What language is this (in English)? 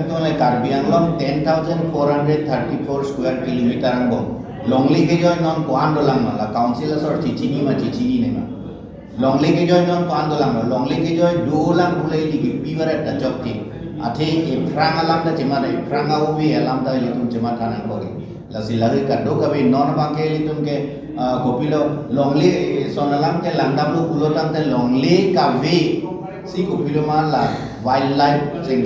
Karbi